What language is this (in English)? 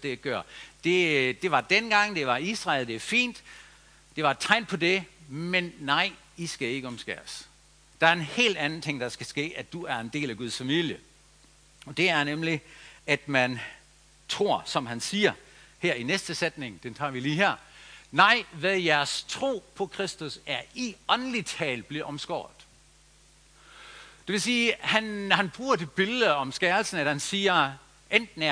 Danish